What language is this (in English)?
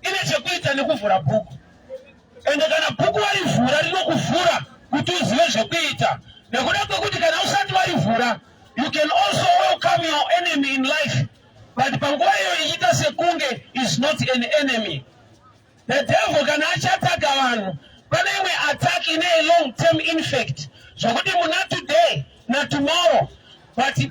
Shona